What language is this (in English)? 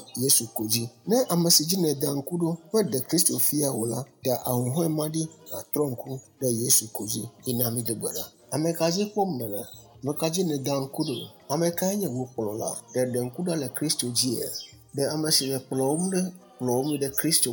Ewe